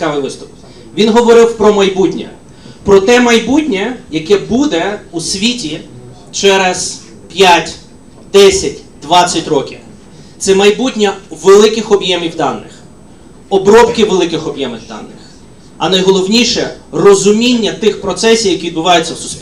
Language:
Ukrainian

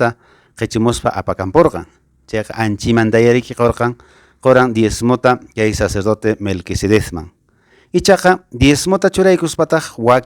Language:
Quechua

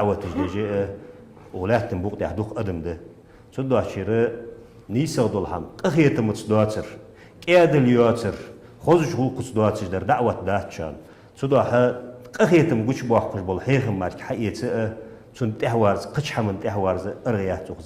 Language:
Ingush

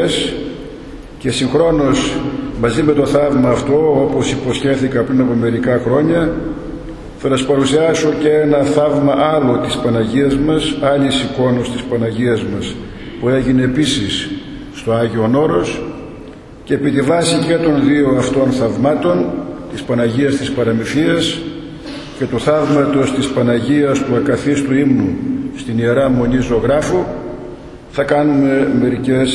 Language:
Greek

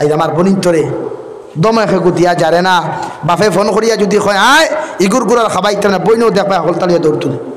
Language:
Sylheti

